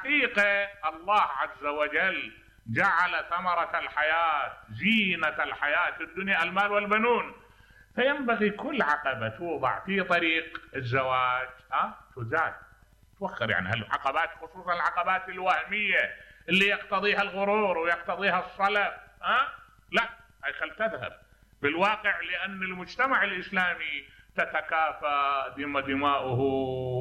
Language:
Mesopotamian Arabic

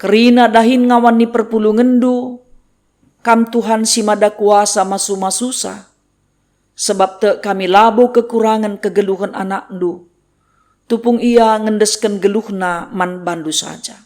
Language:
Batak Karo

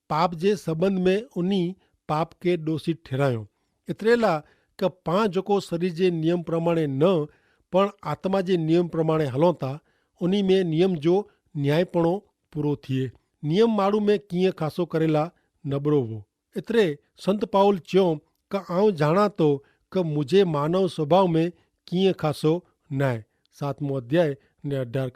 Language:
Kachhi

